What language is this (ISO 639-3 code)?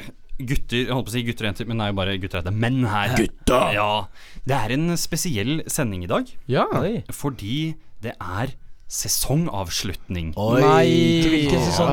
nor